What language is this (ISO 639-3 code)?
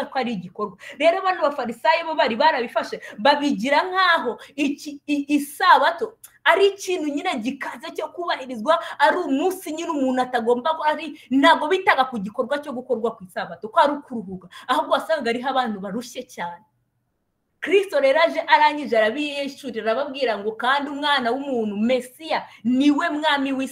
kin